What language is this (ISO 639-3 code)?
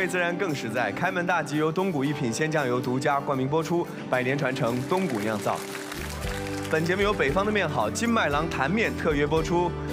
zho